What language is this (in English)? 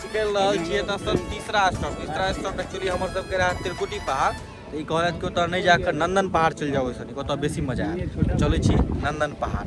Maithili